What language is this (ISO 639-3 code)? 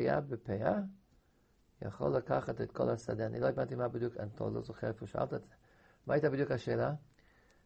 heb